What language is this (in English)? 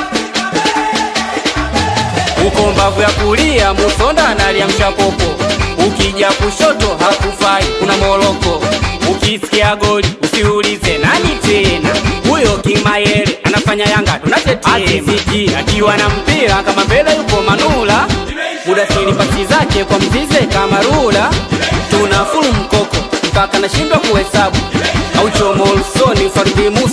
Swahili